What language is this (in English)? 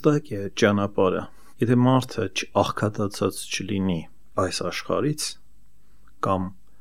Armenian